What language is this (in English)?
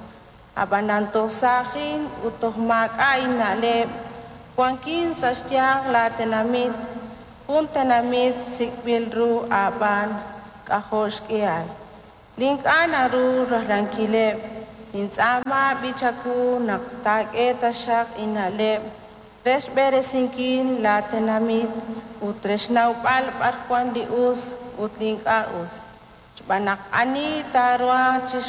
Kekchí